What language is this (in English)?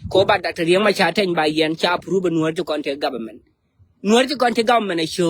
Nuer